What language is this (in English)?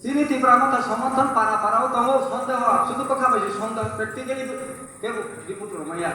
Kok Borok